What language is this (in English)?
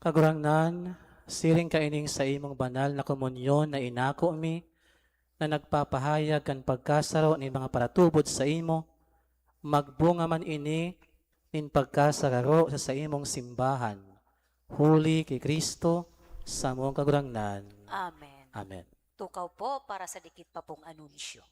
Bikol